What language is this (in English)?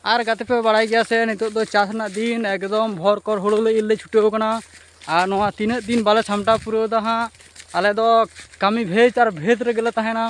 Santali